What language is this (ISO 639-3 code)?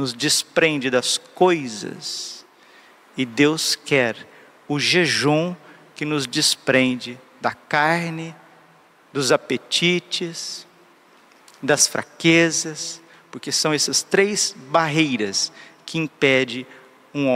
por